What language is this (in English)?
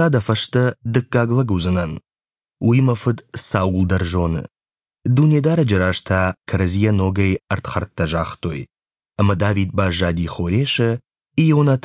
Ossetic